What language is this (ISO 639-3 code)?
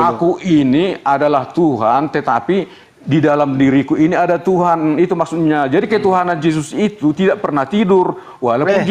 ind